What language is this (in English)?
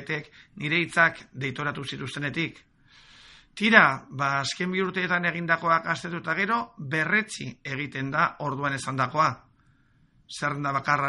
Basque